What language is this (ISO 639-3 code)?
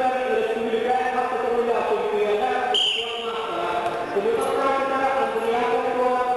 sah